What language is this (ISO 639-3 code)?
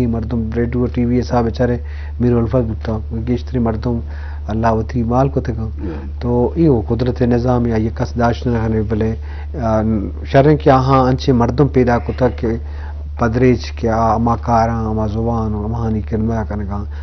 bgp